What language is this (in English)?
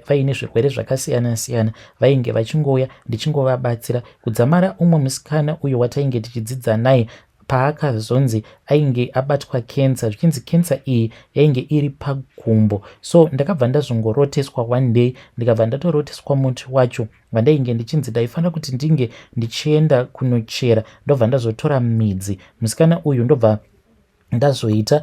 Shona